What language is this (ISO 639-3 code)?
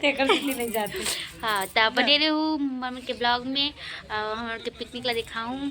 hne